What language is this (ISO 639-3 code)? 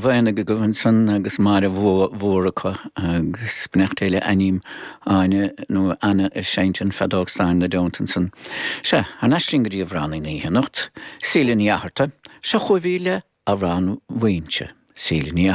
gle